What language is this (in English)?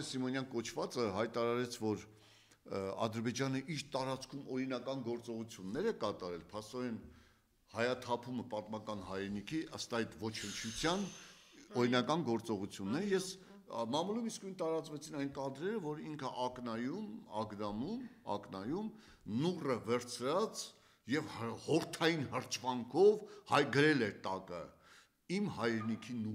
Armenian